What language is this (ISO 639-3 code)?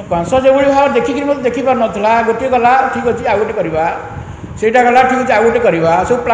ori